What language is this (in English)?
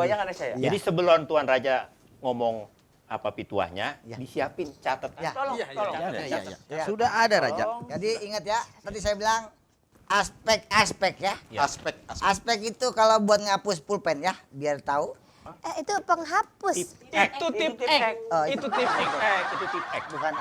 Betawi